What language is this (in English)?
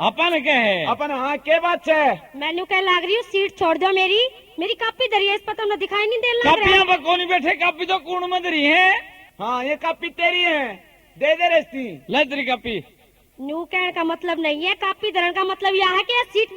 Haryanvi